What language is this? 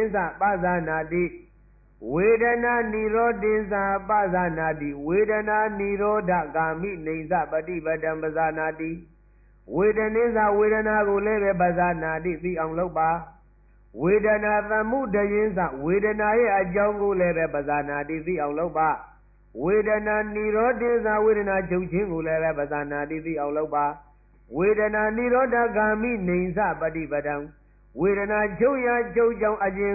Burmese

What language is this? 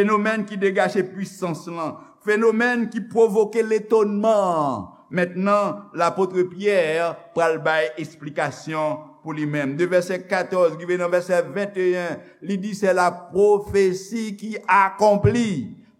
Haitian Creole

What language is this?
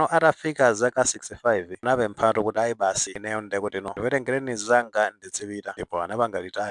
Nyanja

